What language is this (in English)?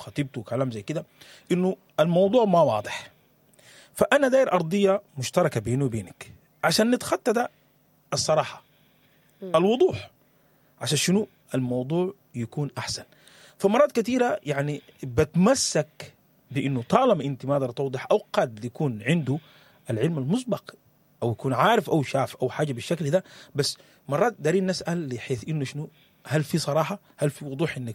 Sudanese Arabic